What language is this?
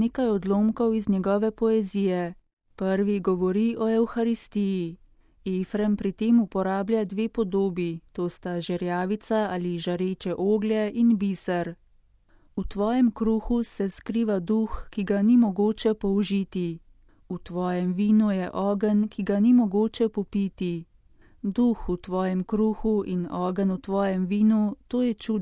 Slovenian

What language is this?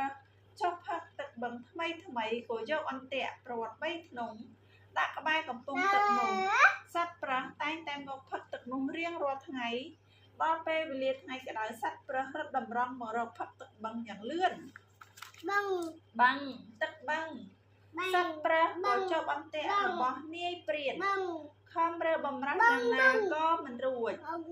Khmer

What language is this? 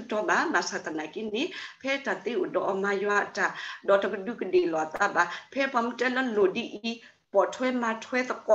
S'gaw Karen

